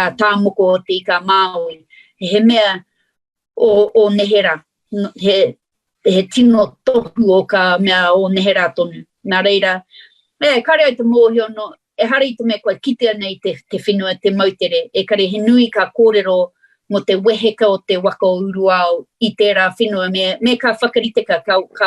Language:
Māori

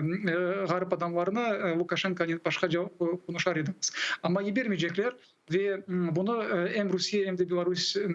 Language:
Crimean Tatar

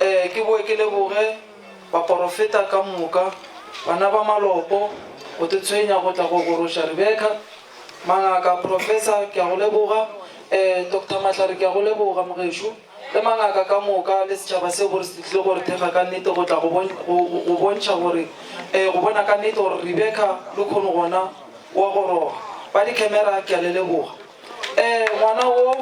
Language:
Northern Sotho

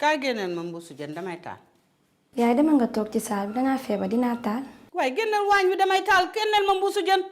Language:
Wolof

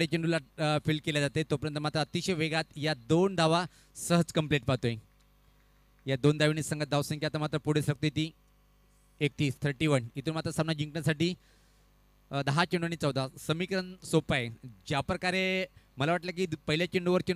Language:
Marathi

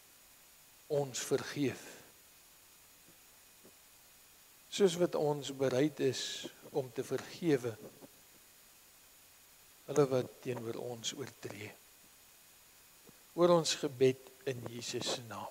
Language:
Afrikaans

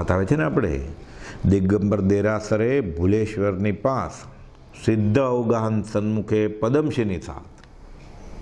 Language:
Gujarati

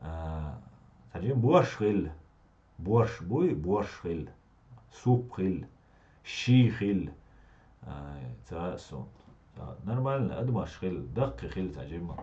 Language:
Chechen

